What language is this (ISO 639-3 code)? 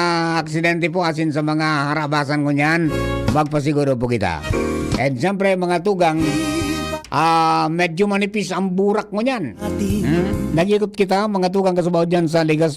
bik